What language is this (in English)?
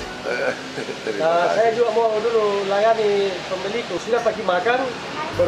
Makassar Malay